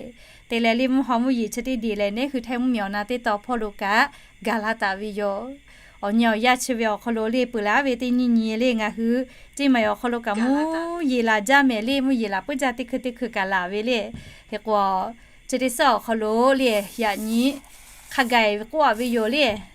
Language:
Lahu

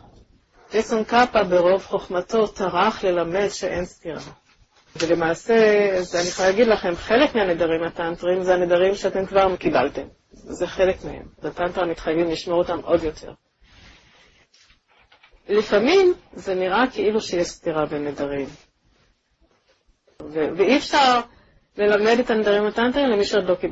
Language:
Hebrew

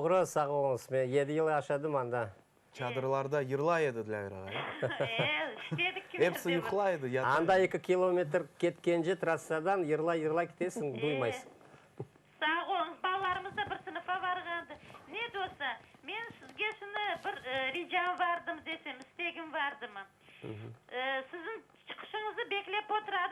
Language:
Crimean Tatar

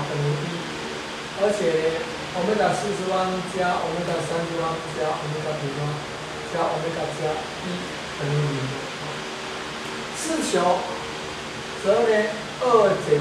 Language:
Chinese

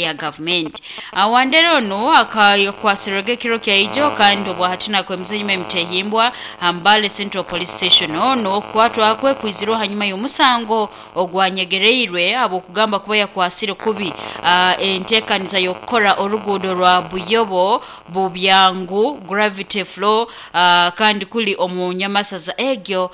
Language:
Nyoro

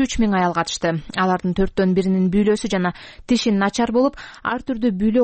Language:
Kyrgyz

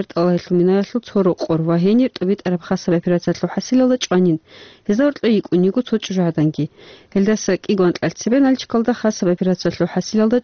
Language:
Avaric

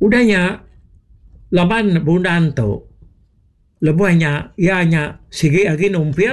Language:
Iban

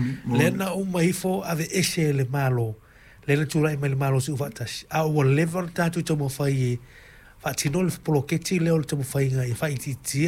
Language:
Samoan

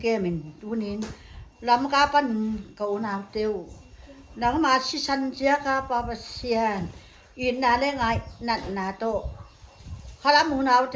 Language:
Paite Chin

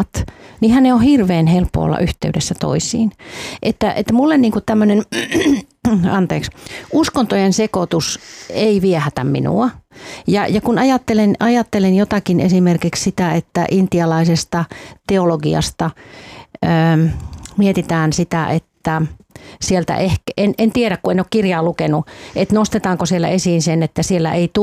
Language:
Finnish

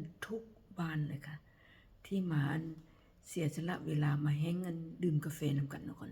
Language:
Northeastern Thai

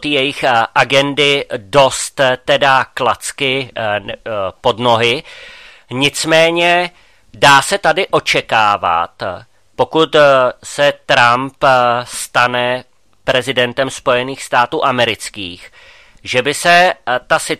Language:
Czech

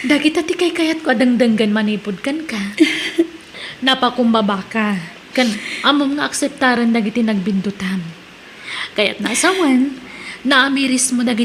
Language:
Iloko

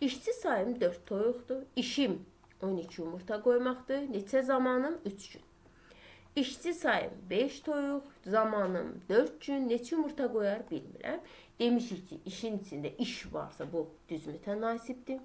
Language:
Azerbaijani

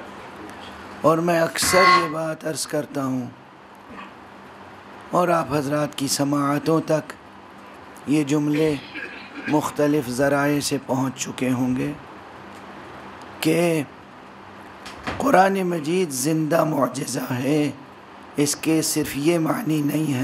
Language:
Urdu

